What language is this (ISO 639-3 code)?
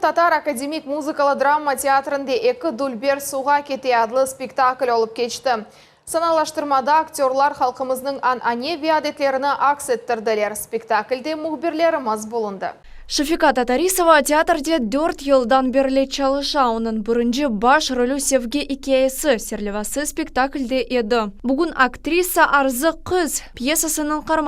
crh